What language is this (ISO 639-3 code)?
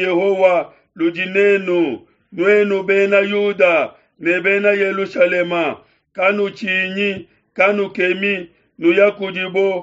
lua